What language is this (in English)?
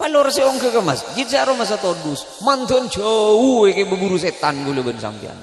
Madurese